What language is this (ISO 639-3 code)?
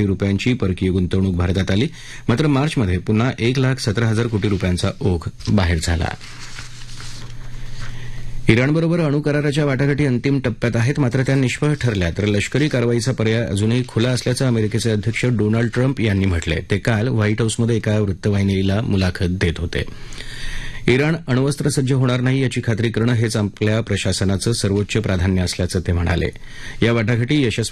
mar